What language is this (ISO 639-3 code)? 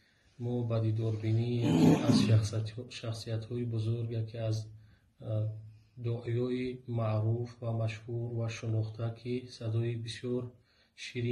tgk